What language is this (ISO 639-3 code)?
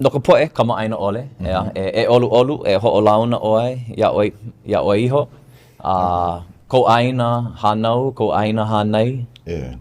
haw